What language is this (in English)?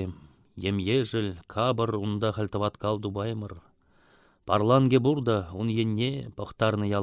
Chuvash